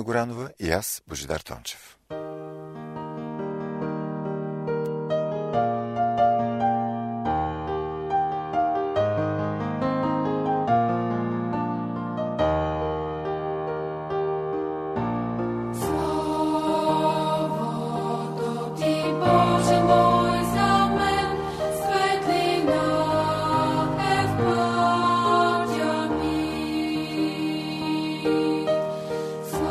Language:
Bulgarian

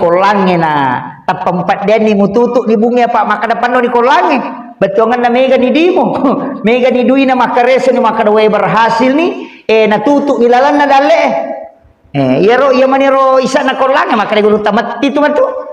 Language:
Buginese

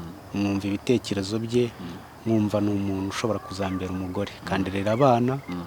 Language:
Kinyarwanda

